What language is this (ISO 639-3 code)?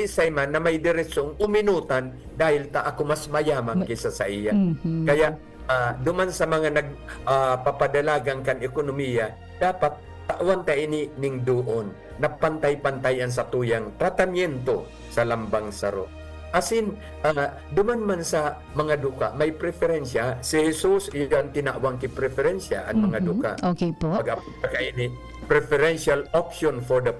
bik